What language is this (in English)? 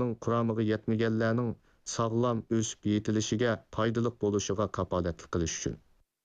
Uyghur